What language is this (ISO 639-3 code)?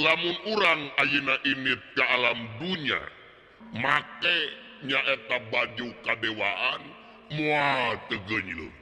sun